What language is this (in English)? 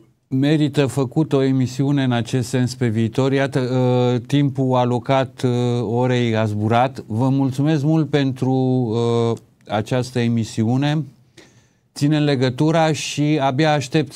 Romanian